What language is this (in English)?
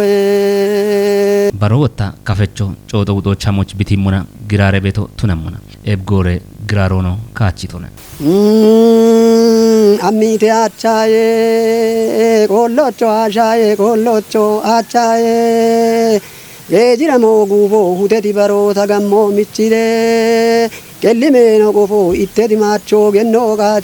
Kafa